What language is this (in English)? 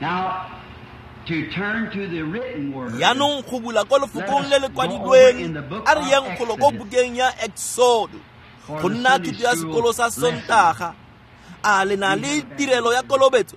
Tswana